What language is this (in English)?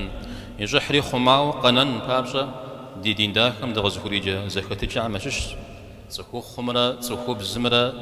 Kabardian